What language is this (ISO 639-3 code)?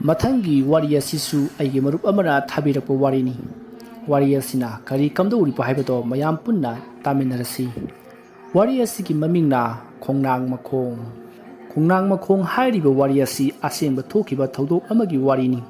mni